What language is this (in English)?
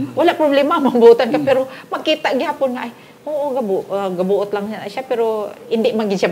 Hiligaynon